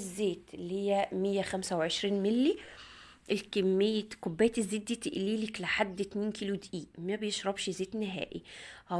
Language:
Egyptian Arabic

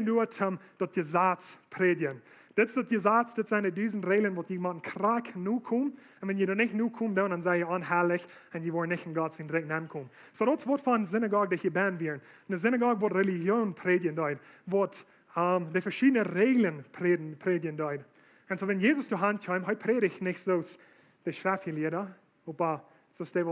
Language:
Plautdietsch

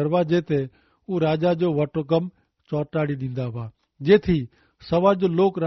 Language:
Kachhi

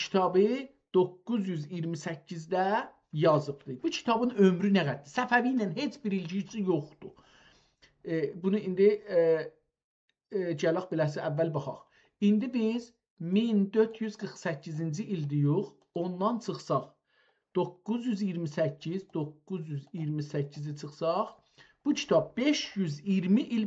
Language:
South Azerbaijani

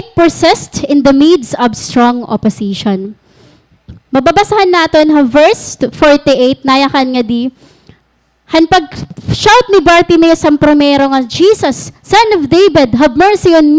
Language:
Waray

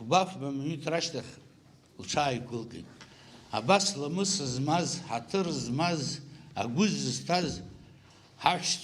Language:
Abkhazian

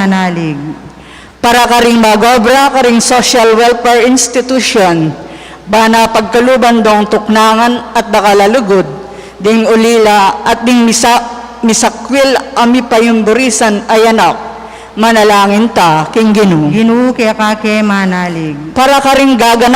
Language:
Pampanga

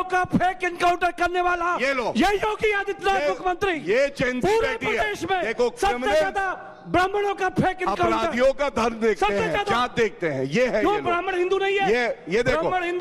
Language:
Hindi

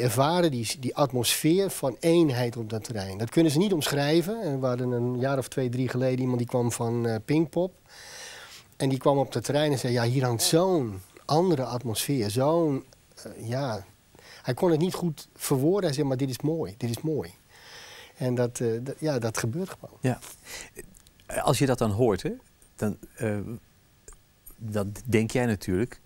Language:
Dutch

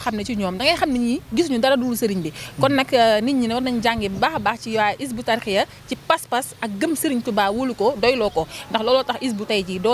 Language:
Wolof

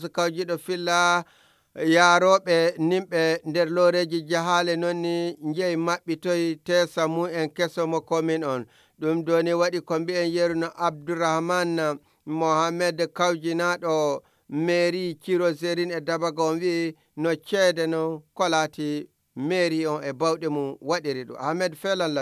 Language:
Nigerian Fulfulde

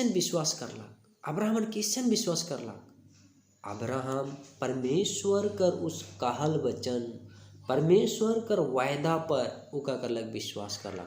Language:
Sadri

